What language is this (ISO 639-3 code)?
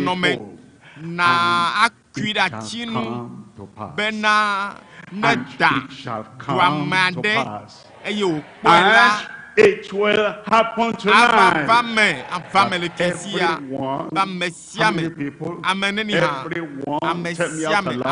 ewe